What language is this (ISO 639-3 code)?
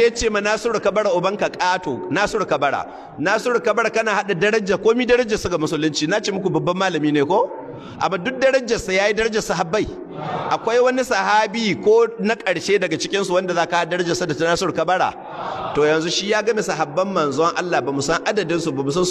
hau